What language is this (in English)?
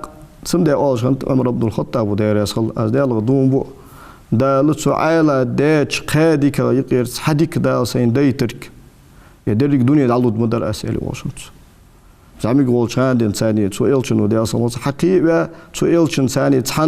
Ingush